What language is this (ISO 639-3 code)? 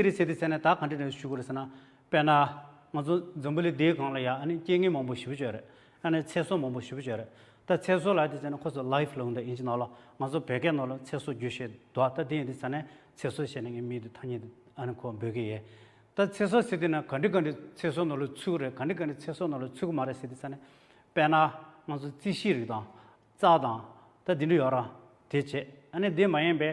bod